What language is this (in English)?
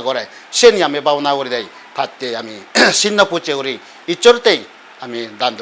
Chakma